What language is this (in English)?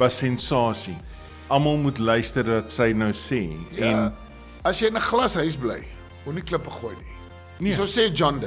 Afrikaans